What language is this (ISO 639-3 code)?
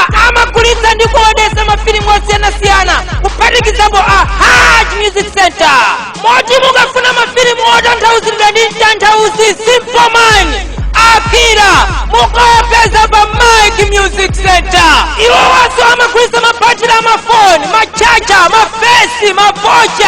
nya